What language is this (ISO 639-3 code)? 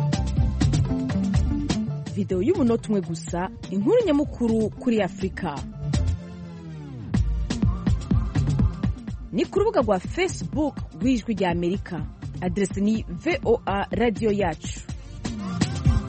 kin